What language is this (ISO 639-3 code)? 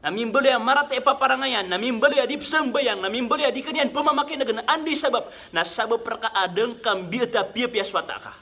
mrw